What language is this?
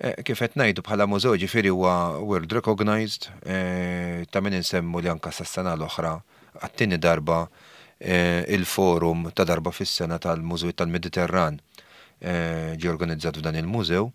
Maltese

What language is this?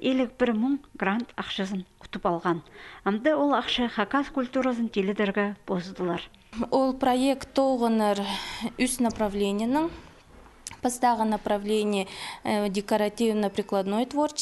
Khakas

